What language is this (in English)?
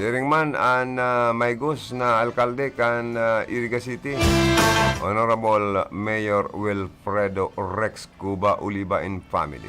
Bikol